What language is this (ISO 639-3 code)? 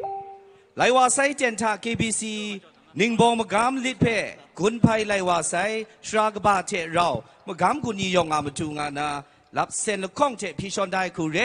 kac